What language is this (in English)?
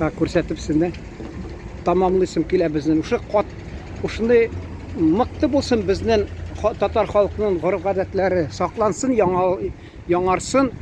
Tatar